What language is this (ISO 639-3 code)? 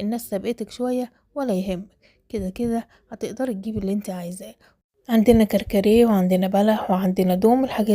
arz